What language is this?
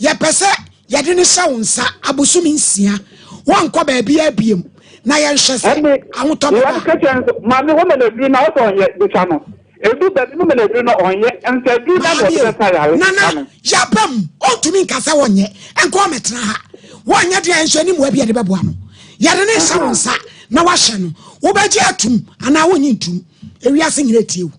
Akan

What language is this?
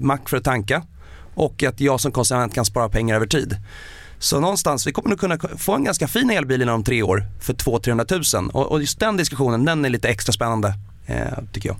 Swedish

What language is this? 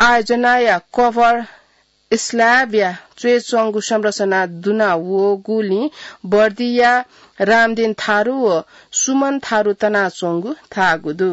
Newari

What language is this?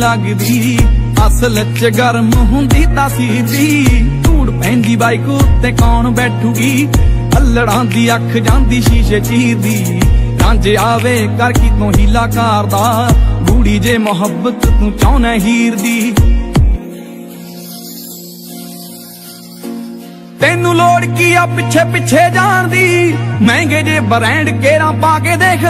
Punjabi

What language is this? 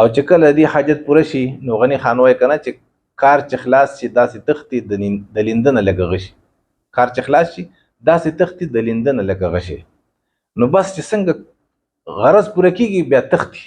Pashto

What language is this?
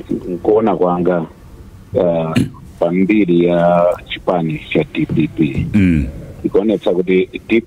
Nyanja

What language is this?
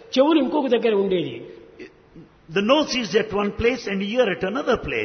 Telugu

